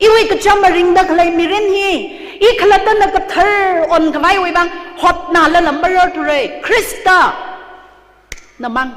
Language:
Tangkhul Naga (India)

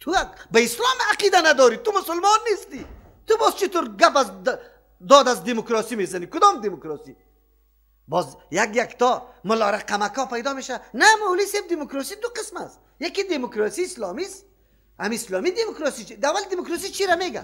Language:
Persian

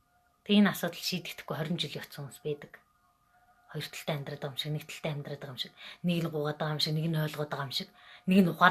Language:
Mongolian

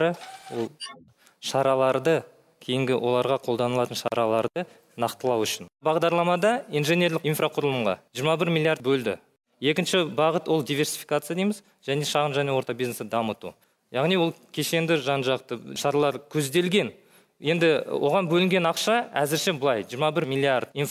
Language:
Kazakh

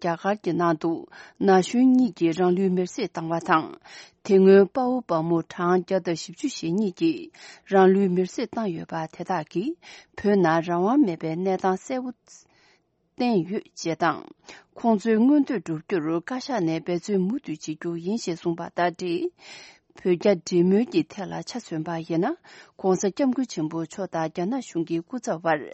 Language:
Tibetan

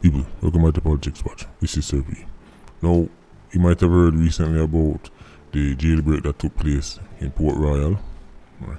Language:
Jamaican Creole English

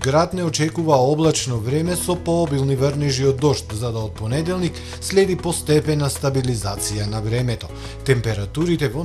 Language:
Macedonian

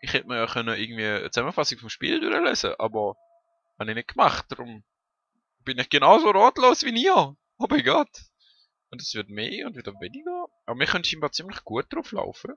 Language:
Swiss German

